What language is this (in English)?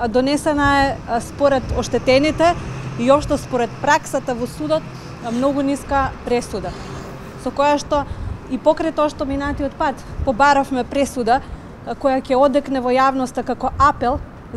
Macedonian